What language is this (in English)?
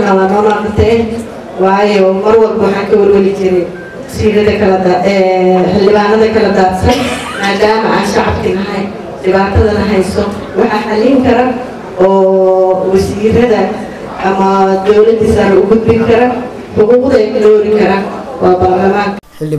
Somali